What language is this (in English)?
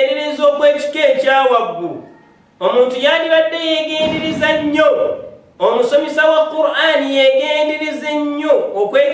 Ganda